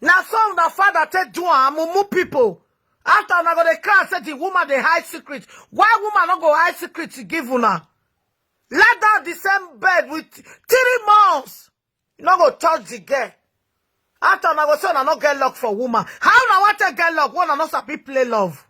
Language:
Nigerian Pidgin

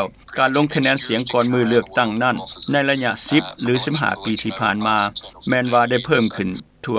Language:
Lao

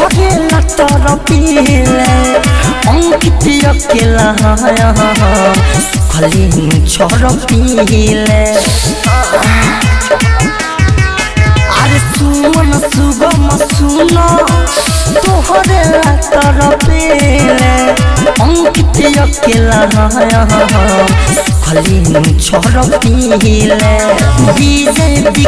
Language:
Bhojpuri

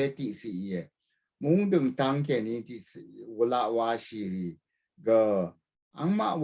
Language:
Rawang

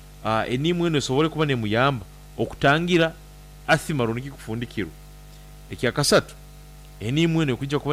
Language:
Nyankole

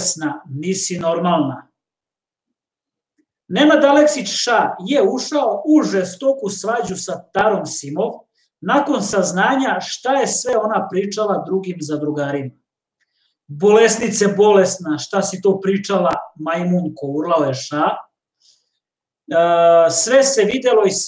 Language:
Serbian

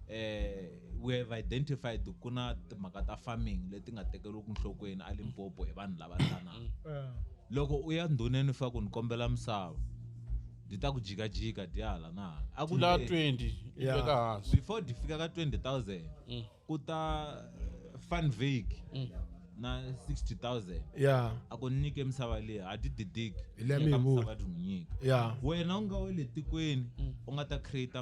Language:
Tsonga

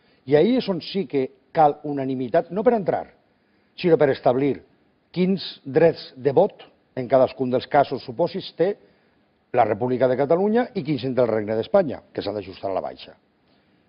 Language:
Catalan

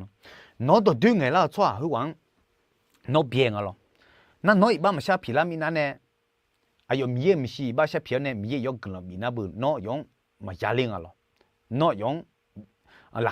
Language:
Akha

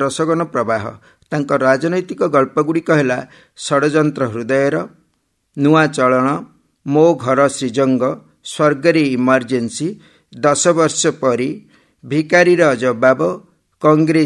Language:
Odia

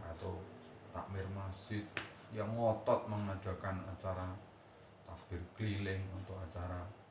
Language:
Indonesian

